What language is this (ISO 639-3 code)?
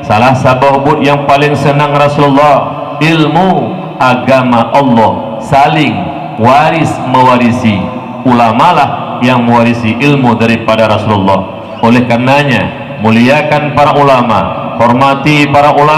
ace